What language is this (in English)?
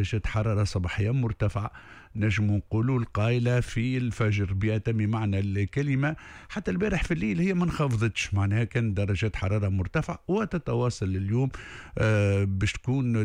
Tunisian Arabic